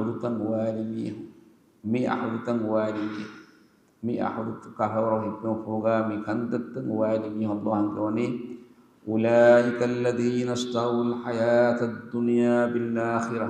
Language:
Divehi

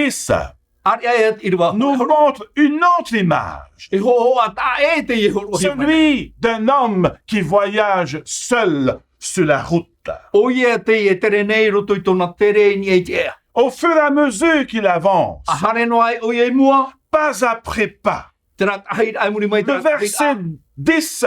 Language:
Tahitian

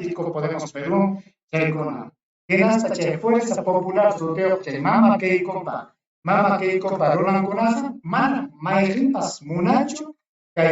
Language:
Ayacucho Quechua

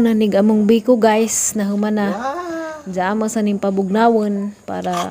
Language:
Cebuano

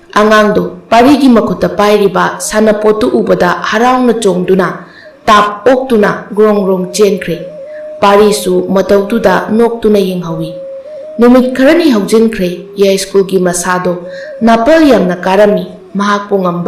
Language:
Manipuri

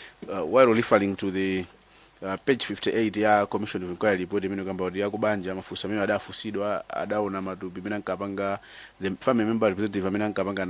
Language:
Nyanja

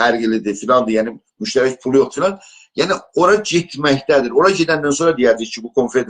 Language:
South Azerbaijani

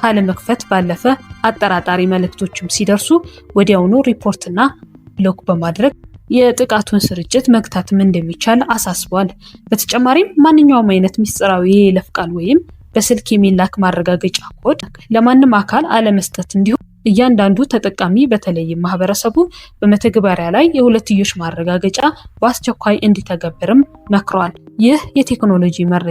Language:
Amharic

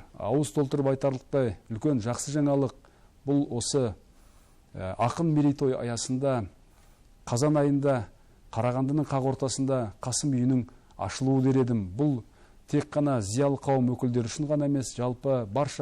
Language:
Kazakh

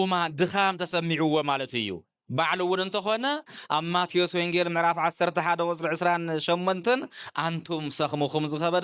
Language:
Tigrinya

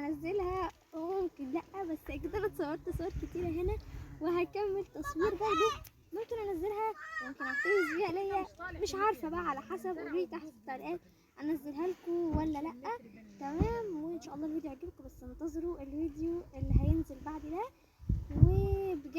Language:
Egyptian Arabic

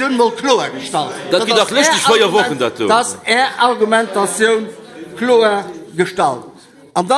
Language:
Luxembourgish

